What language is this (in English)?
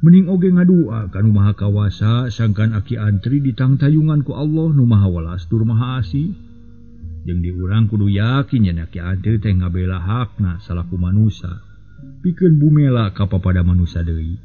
Sundanese